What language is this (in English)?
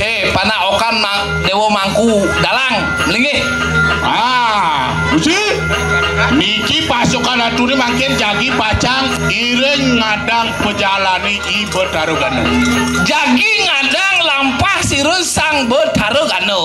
Balinese